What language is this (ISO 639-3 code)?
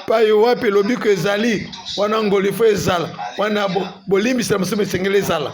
lin